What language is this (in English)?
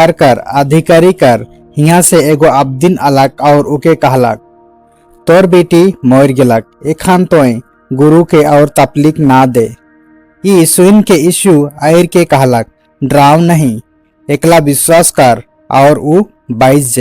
Sadri